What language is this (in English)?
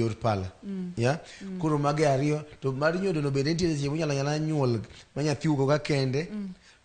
Luo (Kenya and Tanzania)